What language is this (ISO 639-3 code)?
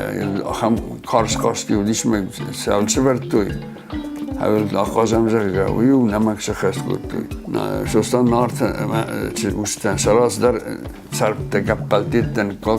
oss